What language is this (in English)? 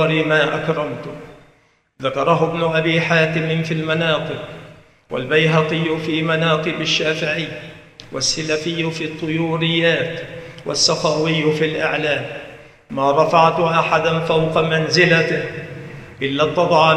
Arabic